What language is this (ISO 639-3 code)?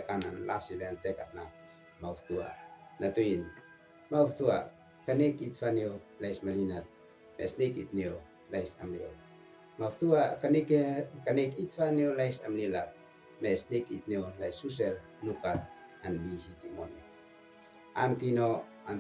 aoz